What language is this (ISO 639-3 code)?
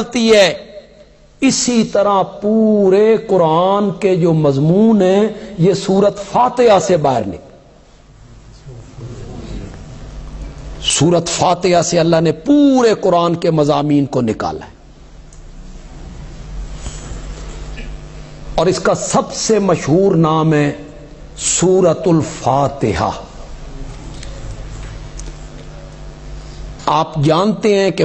urd